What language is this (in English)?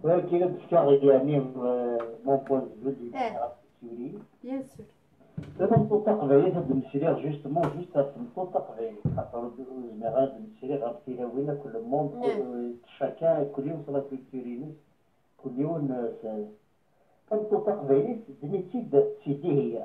Kabyle